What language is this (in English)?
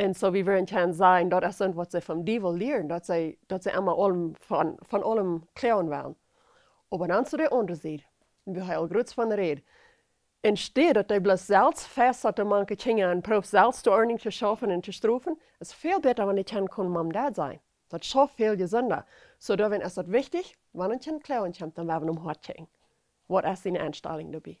Plautdietsch